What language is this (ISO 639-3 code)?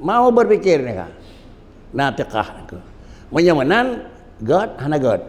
ace